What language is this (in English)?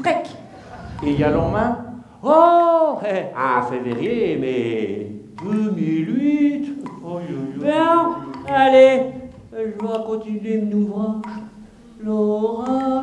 Picard